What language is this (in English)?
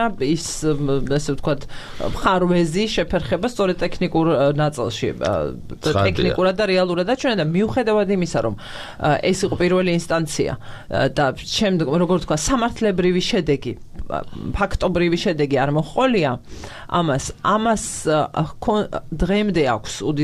Georgian